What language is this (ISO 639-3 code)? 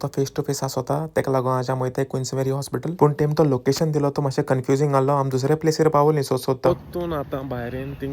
kok